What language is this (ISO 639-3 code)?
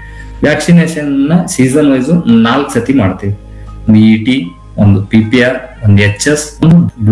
kan